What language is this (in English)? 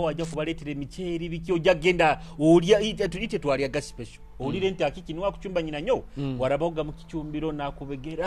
Nyoro